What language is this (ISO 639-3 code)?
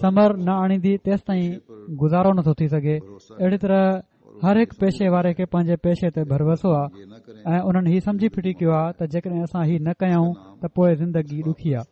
snd